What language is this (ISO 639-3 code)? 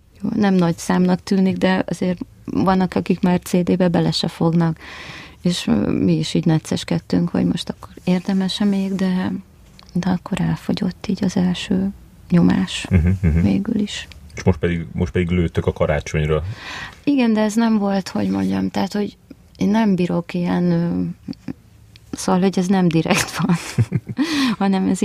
hun